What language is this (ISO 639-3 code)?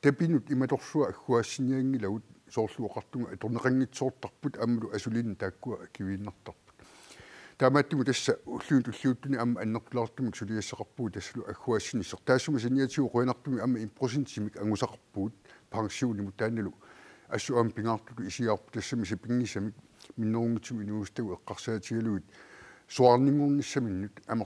kal